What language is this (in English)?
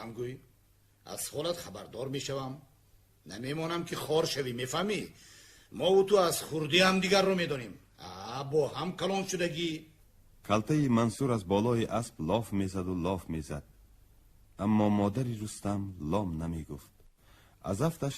Tajik